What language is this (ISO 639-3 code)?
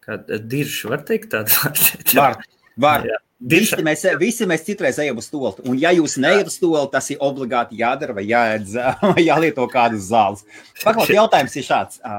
lav